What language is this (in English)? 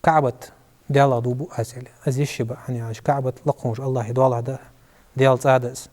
Ingush